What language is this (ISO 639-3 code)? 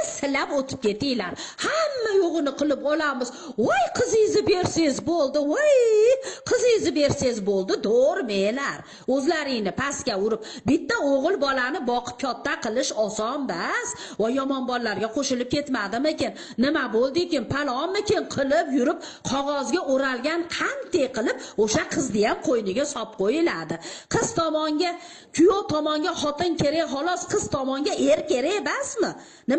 uzb